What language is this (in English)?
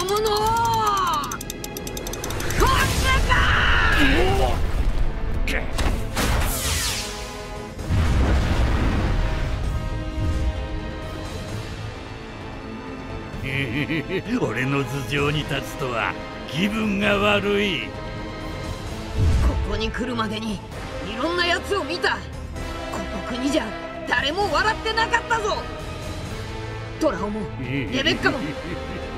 Japanese